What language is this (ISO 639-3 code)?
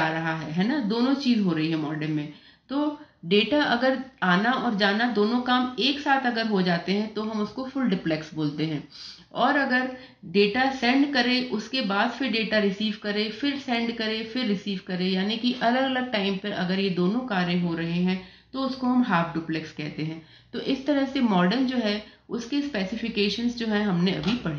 hin